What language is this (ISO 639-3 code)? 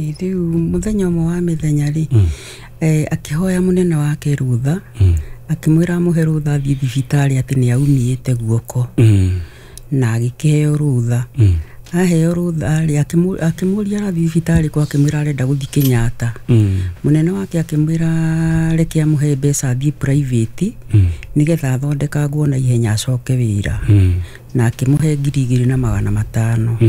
kik